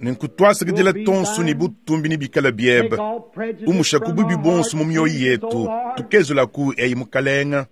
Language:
Luba-Lulua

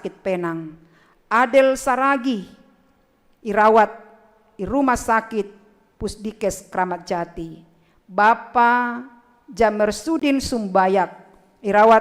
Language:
Batak Simalungun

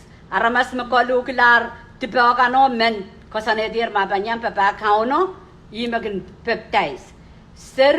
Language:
Pohnpeian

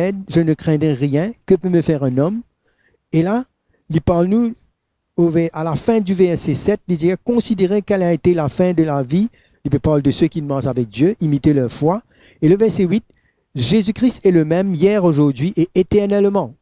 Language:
Morisyen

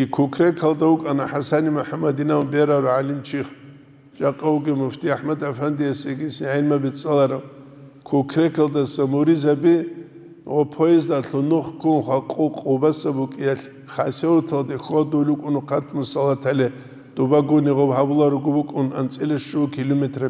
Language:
Avaric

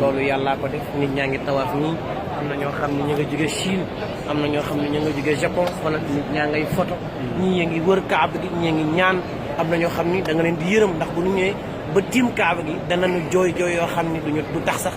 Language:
Wolof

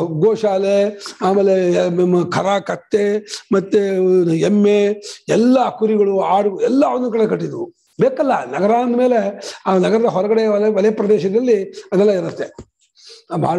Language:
Kannada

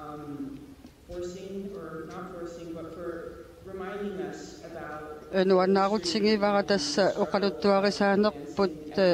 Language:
Kalaallisut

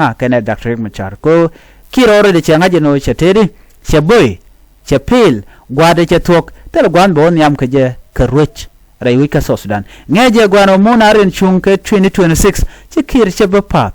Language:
Nuer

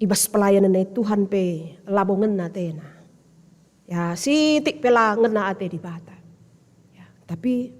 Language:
Batak Karo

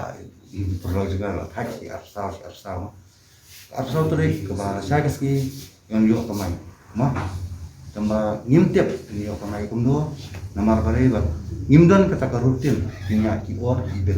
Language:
Khasi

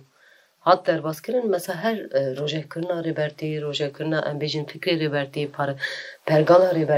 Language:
Kurdish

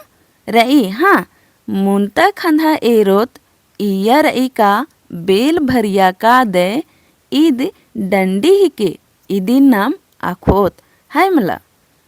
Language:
Kurukh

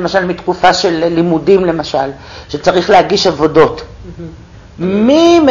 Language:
Hebrew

